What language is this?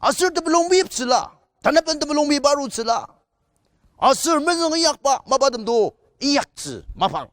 Ao Naga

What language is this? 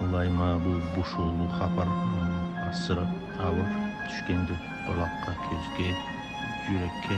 Karachay-Balkar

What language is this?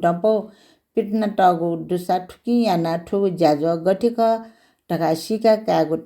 Newari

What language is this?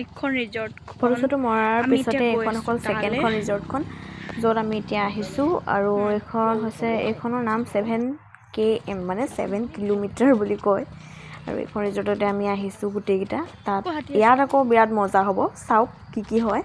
Assamese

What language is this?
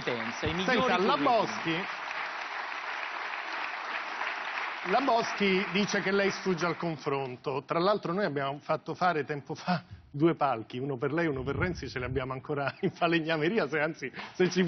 Italian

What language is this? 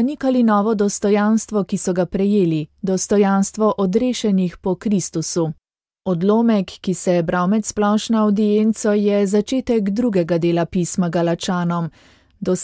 Slovenian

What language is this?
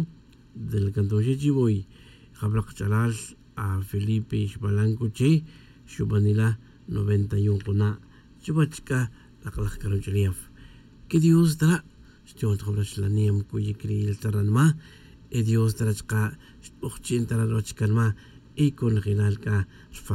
Kaqchikel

